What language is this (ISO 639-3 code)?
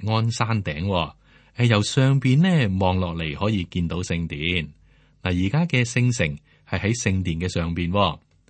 yue